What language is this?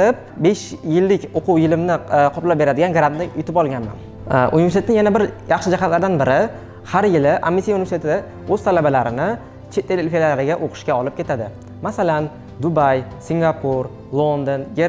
Uzbek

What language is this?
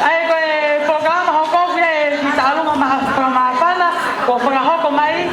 Tongan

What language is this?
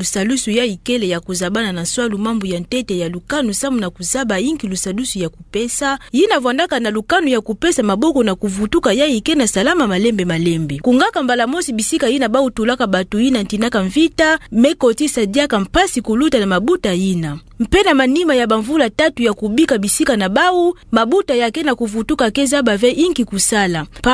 Kituba (Democratic Republic of Congo)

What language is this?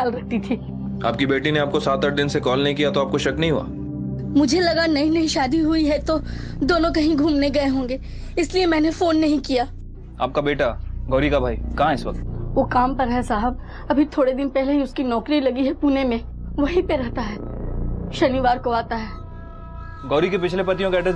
Hindi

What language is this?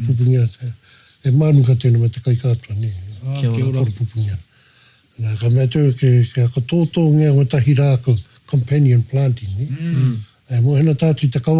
Māori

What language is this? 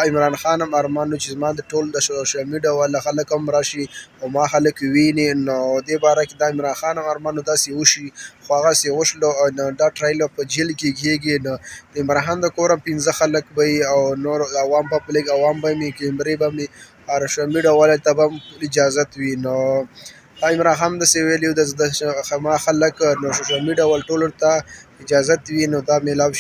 Pashto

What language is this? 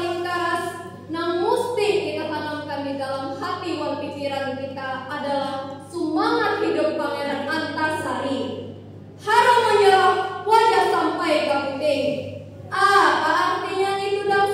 Banjar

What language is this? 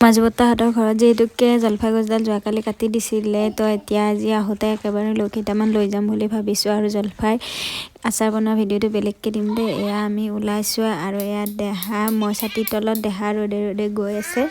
Assamese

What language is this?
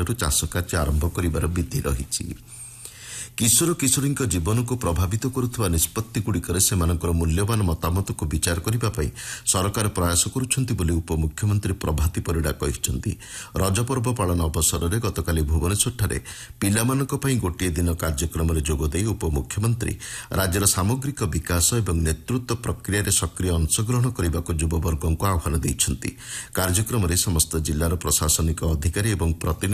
Odia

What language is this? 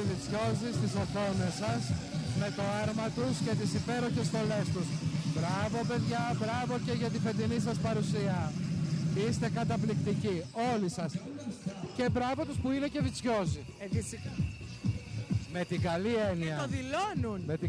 Greek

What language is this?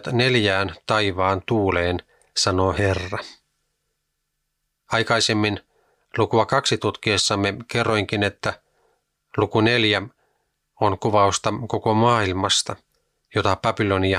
Finnish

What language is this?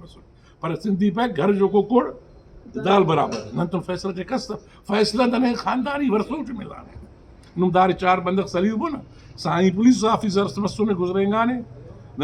Brahui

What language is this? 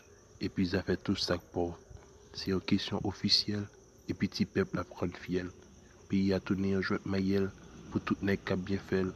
Haitian Creole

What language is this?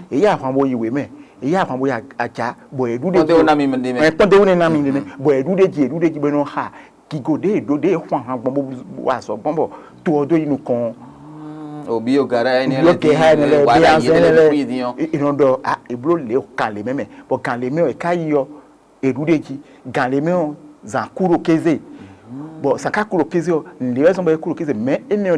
Fon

